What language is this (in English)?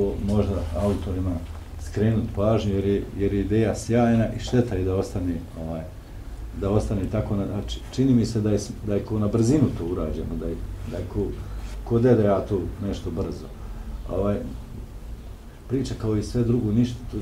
Bosnian